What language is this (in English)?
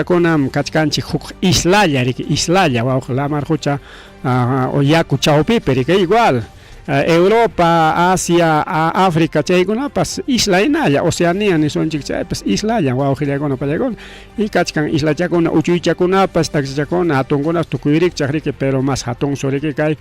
Ayacucho Quechua